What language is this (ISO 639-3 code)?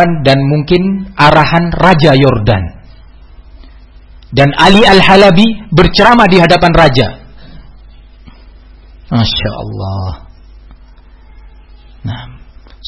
ind